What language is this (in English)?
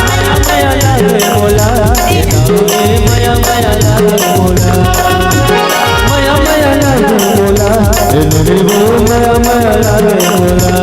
Chhattisgarhi